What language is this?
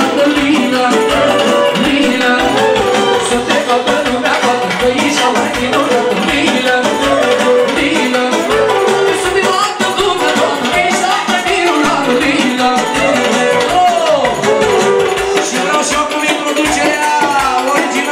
Romanian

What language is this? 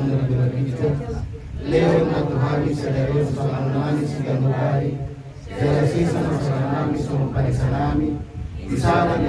Batak Toba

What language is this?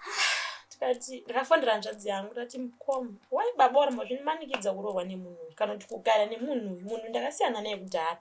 Shona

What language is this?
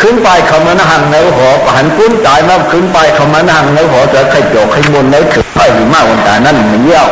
Shan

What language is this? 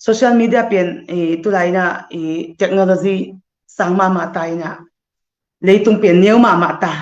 Tedim Chin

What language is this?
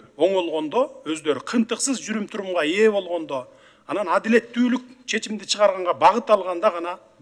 Kyrgyz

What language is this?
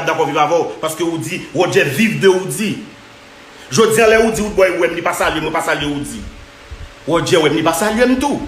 Haitian Creole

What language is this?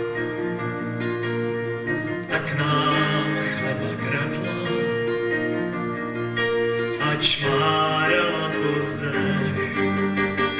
Czech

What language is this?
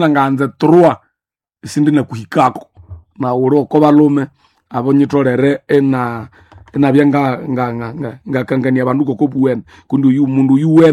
Nande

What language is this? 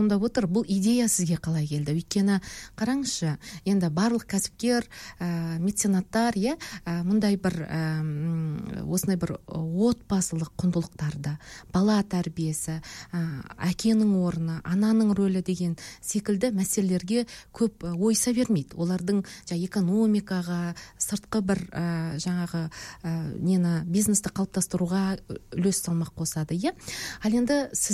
Kazakh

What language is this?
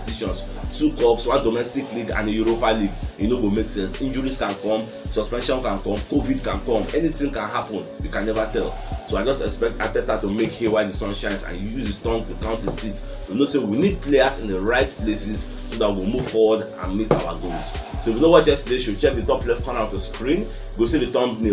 Nigerian Pidgin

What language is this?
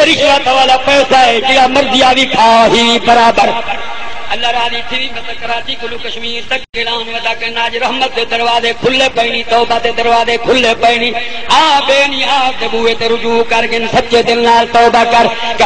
Saraiki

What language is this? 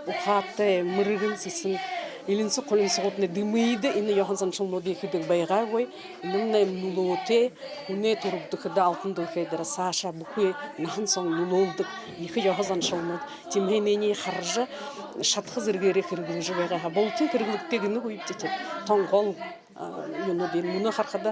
Buriat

